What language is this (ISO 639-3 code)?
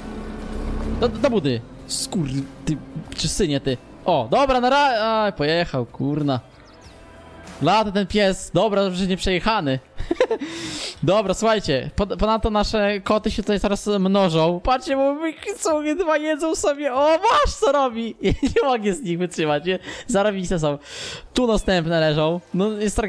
pol